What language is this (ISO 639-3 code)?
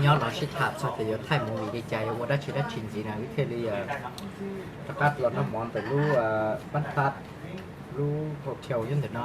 hmn